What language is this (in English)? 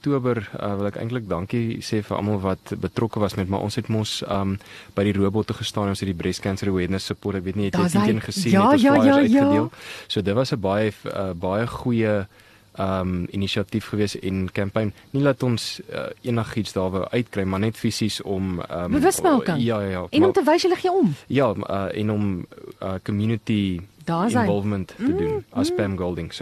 Afrikaans